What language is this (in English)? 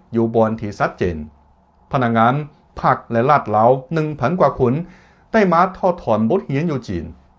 Lao